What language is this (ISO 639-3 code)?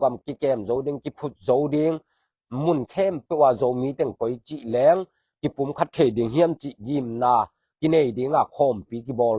ctd